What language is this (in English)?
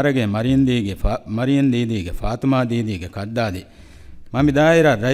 Divehi